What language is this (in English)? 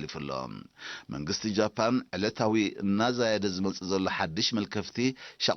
Tigrinya